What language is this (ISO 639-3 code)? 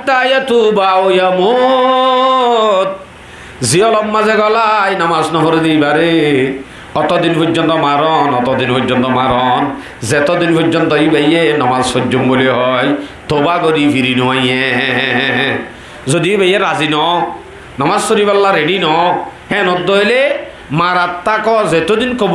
rhg